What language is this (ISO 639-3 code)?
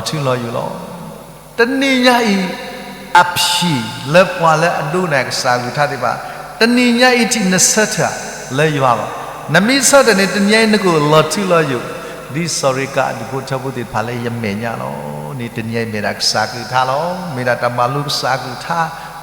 ksw